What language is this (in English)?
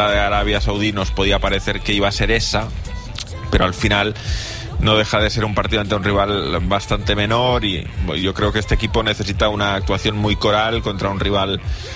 Spanish